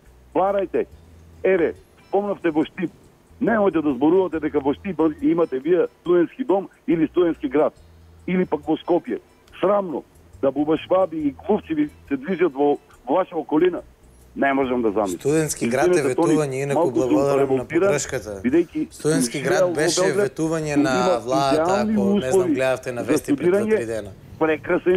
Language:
Macedonian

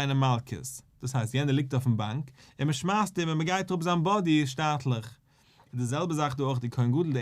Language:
Yiddish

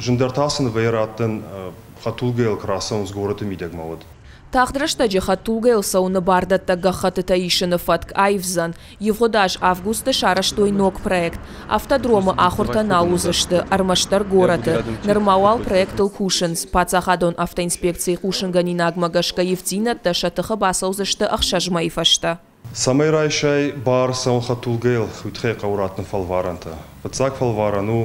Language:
Ossetic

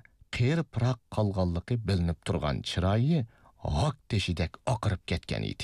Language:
Uyghur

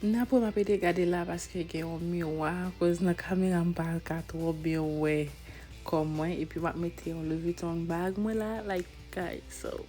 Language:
Haitian Creole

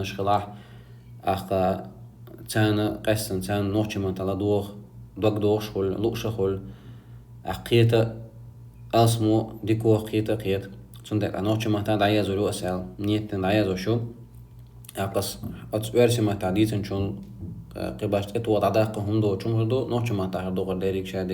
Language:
Chechen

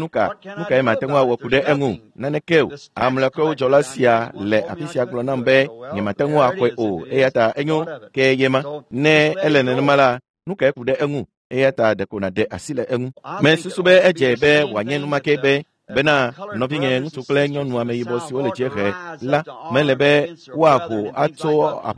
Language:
Ewe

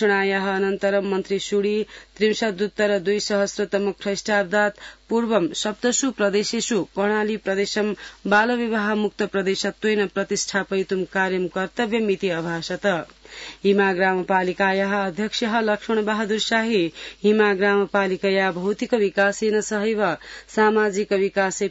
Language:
Sanskrit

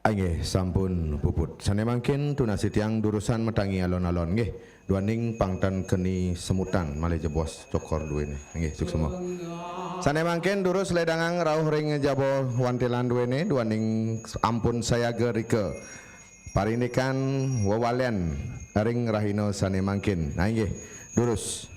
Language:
Balinese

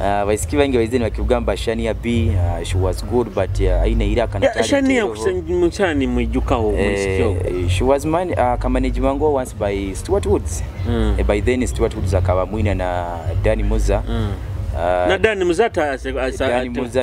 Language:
Nyoro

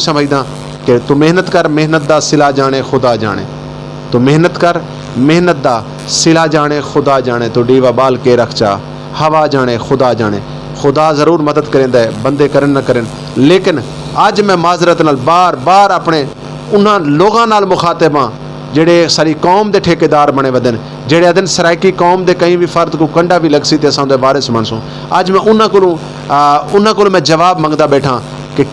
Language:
Saraiki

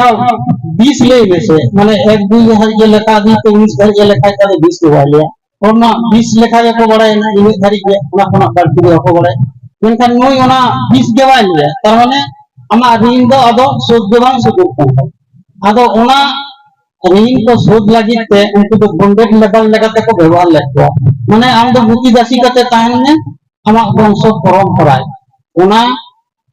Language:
Santali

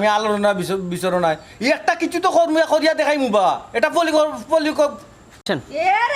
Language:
Sylheti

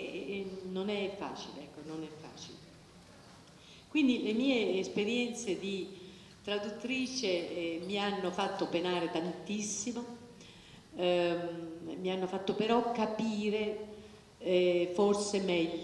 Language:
Italian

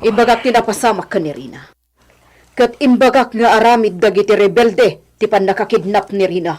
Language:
Iloko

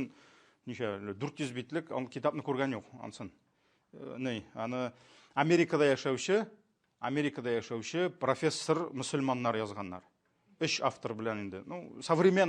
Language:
Tatar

